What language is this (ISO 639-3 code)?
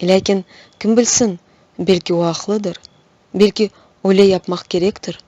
crh